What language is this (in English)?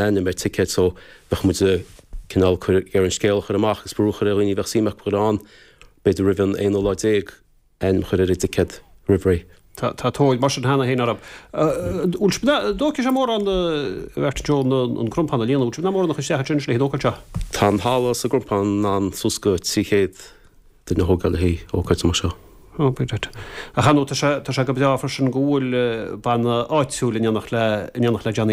Irish